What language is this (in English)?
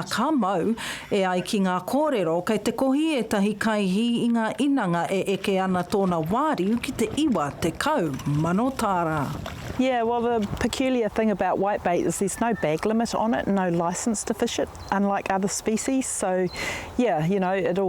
Māori